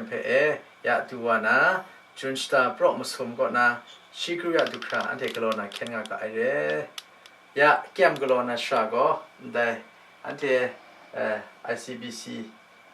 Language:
Kachin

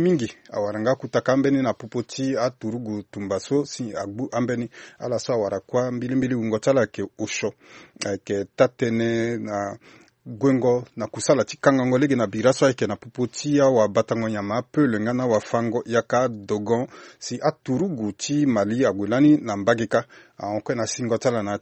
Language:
Sango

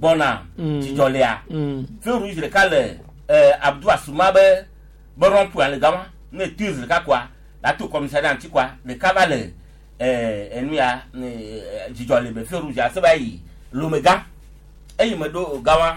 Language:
Gen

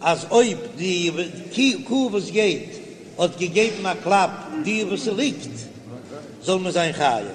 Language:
Yiddish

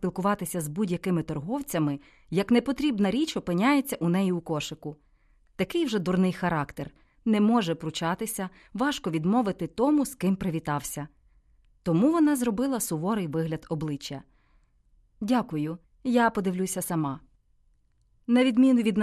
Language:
Ukrainian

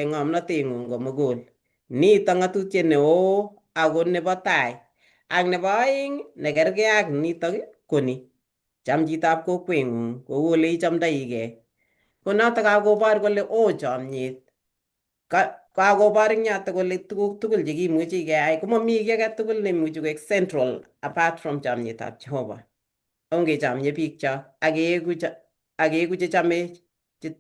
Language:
Kalenjin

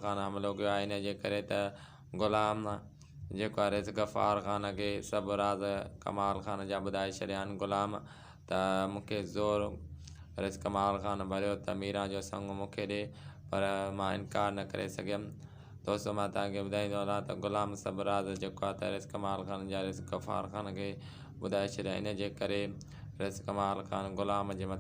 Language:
Sindhi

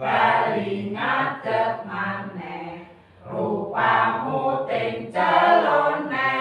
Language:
Javanese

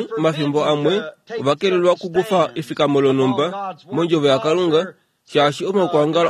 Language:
Kuanyama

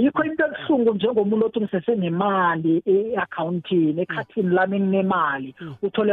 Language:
South Ndebele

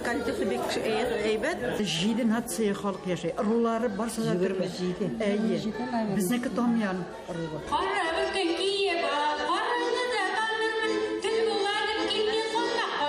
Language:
Bashkir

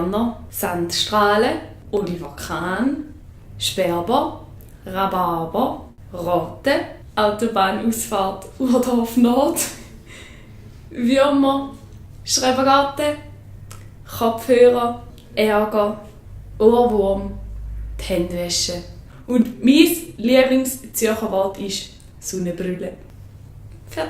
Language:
Swiss German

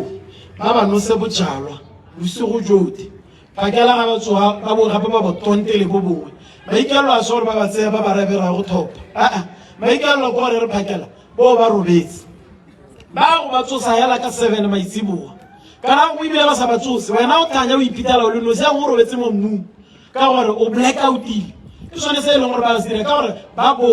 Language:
Tswana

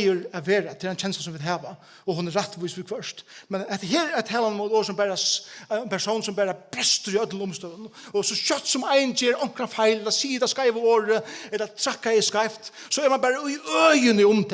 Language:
Faroese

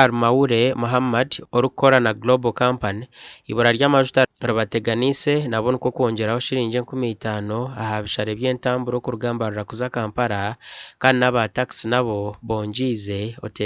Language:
Nyankole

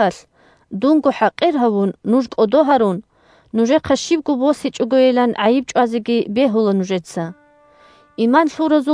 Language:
Avaric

